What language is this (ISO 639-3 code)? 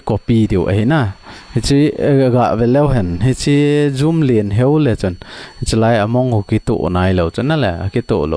tcz